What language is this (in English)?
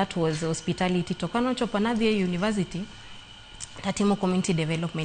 Luo (Kenya and Tanzania)